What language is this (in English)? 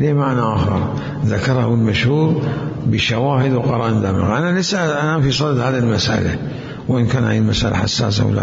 Mesopotamian Arabic